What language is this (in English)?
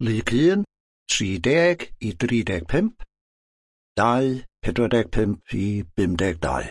Welsh